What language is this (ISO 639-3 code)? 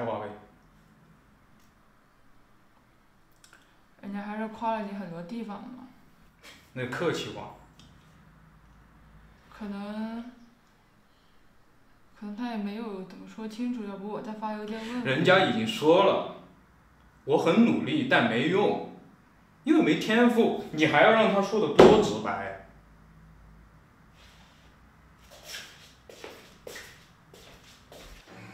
zho